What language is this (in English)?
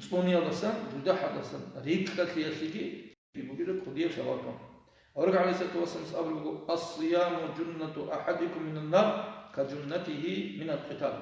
Avaric